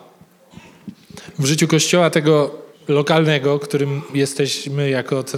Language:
Polish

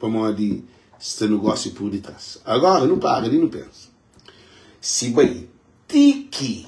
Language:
Kabuverdianu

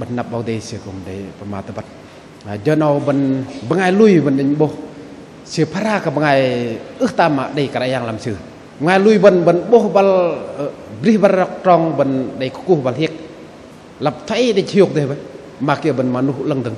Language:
Bahnar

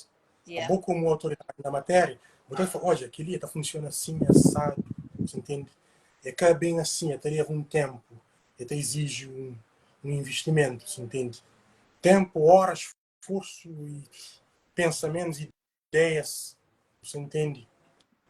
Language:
Kabuverdianu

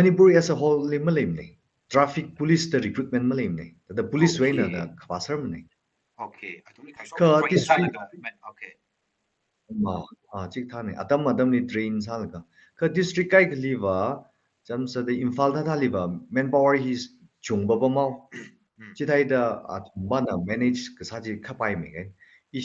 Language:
Tangkhul Naga (India)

